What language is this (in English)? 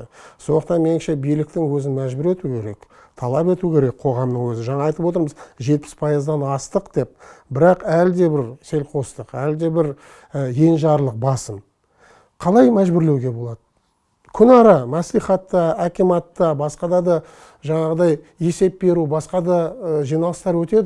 Kazakh